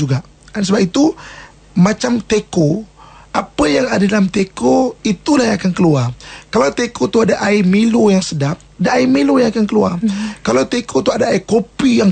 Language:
Malay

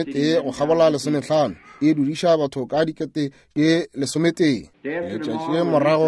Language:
Northern Sotho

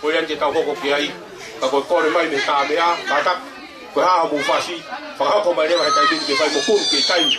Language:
Tongan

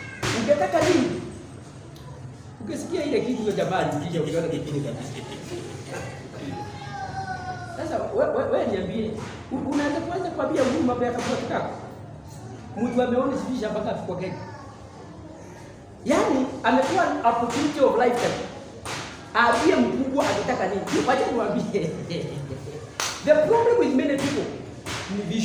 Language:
Swahili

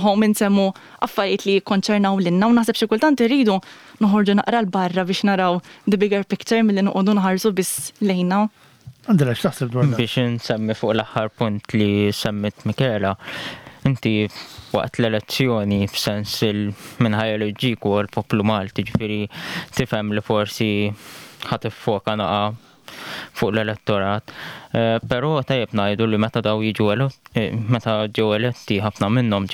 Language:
Maltese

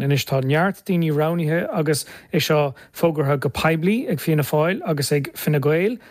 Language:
Irish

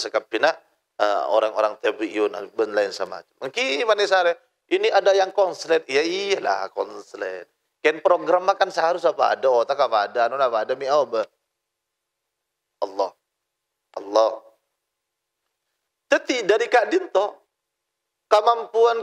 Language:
Madurese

